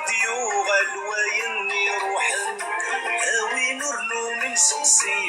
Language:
Kabyle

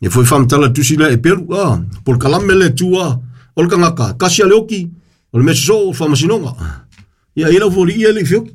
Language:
Samoan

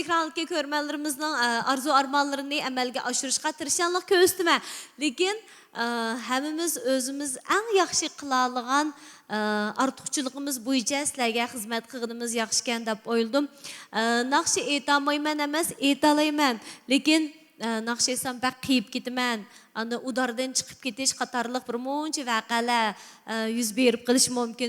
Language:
Uyghur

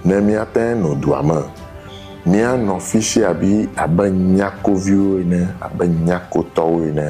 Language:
Ewe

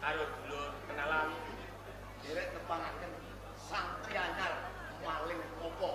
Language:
Javanese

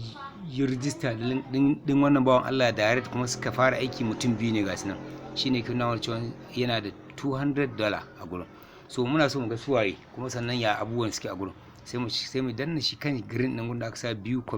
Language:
Hausa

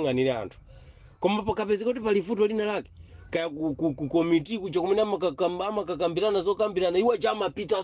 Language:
Nyanja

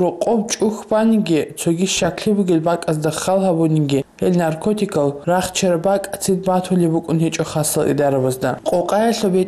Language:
Avaric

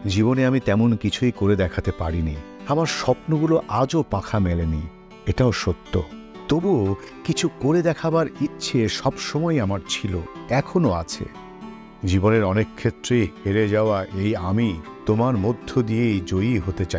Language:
Bangla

